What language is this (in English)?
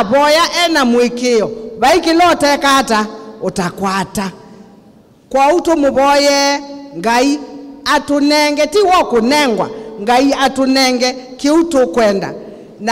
Kamba